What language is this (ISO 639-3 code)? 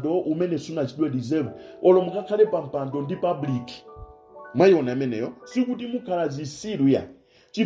nya